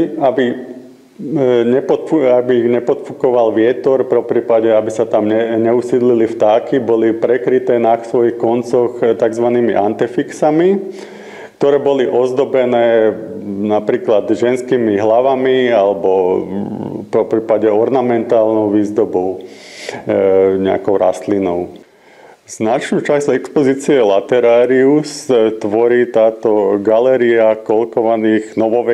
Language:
Slovak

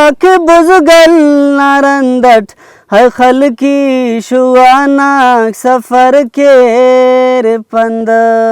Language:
Brahui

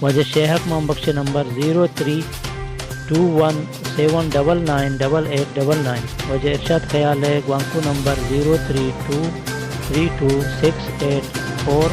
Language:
Baluchi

